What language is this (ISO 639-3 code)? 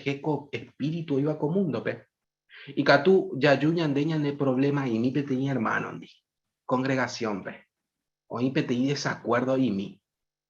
grn